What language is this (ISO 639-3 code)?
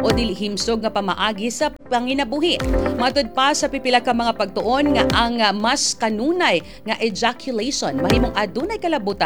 ceb